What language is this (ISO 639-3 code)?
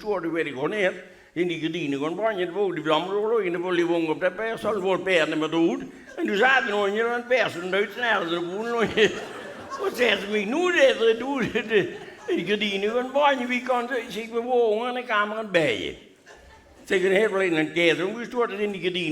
lim